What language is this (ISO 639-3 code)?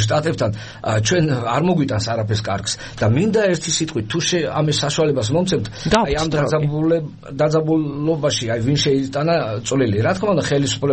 kat